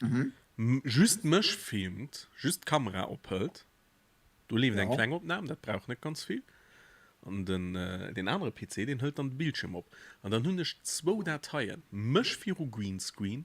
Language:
Luxembourgish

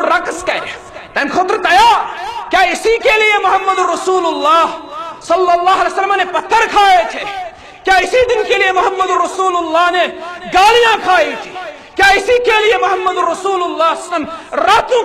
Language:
Kashmiri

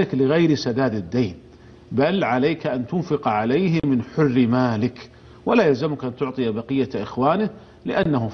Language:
Arabic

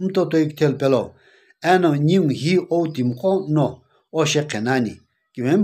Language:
Sumi Naga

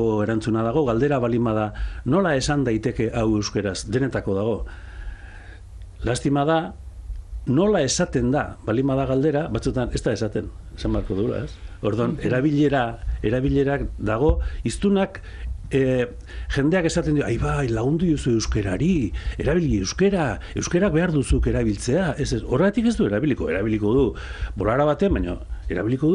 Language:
Basque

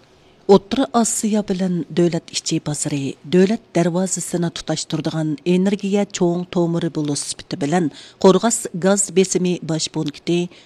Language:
Uyghur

